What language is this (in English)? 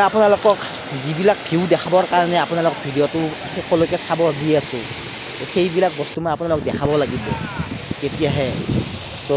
Assamese